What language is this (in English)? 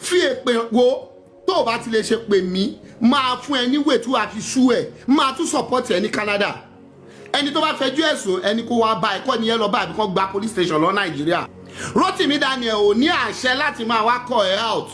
Yoruba